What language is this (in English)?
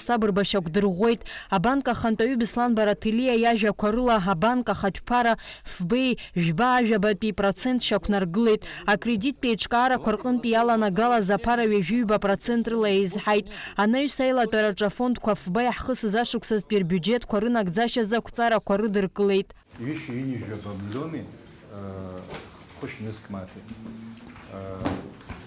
Abkhazian